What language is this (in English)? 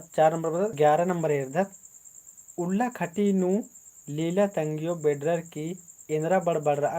Kurukh